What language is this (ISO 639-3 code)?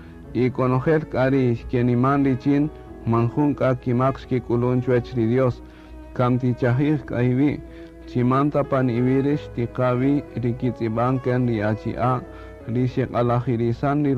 cak